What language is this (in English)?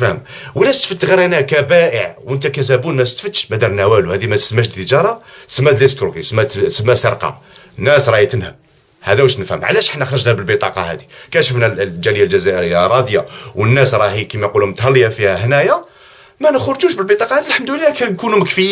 Algerian Arabic